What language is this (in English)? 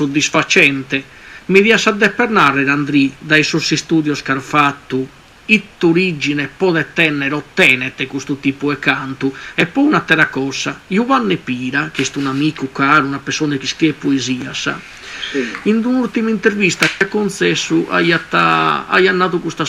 Sardinian